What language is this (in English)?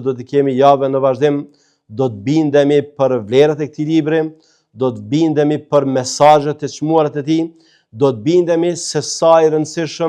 Albanian